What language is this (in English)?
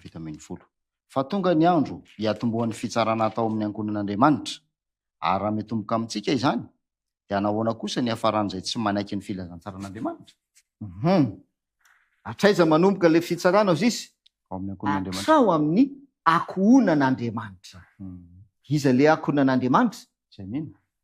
Malagasy